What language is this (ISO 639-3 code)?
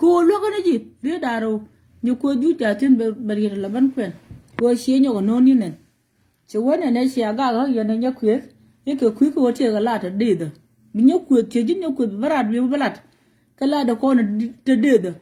nus